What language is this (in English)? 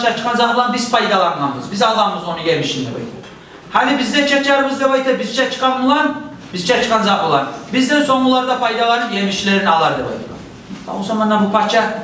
Kumyk